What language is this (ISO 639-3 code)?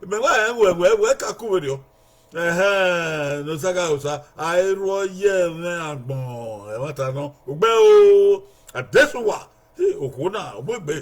bin